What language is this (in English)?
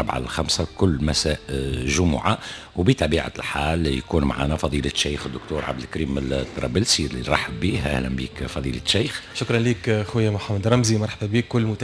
Tunisian Arabic